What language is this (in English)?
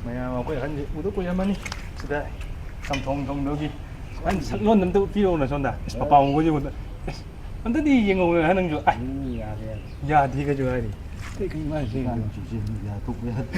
Manipuri